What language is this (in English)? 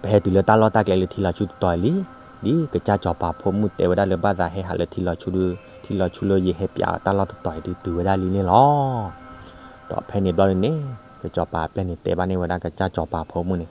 S'gaw Karen